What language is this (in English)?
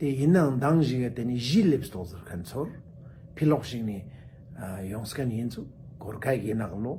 Ladakhi